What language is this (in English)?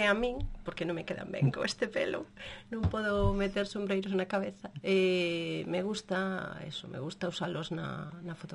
Galician